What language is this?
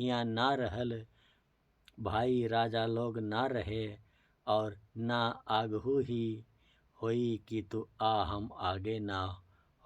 Bhojpuri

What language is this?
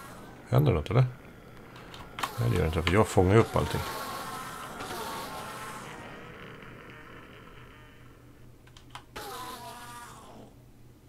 Swedish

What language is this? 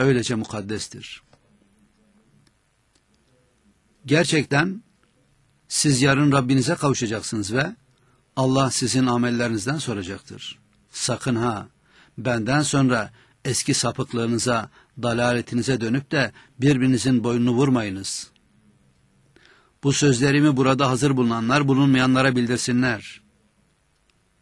Turkish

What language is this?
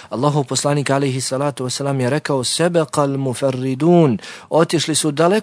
Bosnian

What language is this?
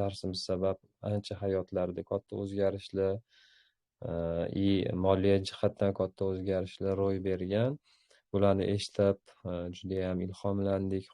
Uzbek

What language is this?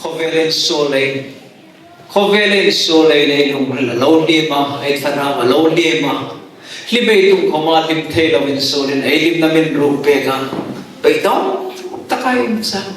Hmar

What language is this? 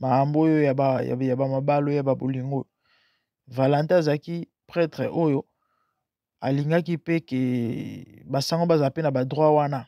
Lingala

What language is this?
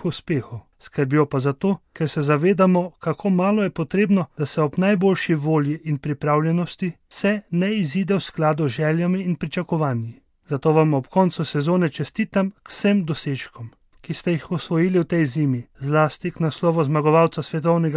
Slovenian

